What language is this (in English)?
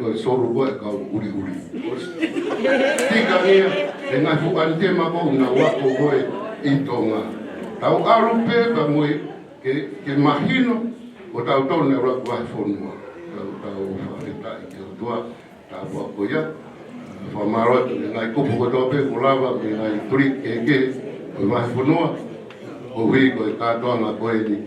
Tongan